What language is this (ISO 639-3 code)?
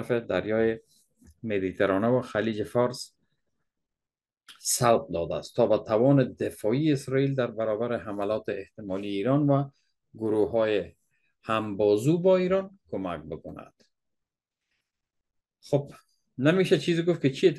fas